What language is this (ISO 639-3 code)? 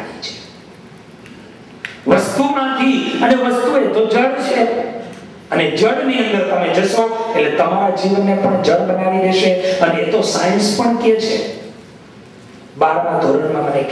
guj